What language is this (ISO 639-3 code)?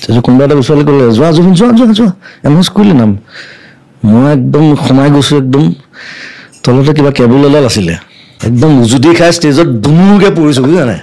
asm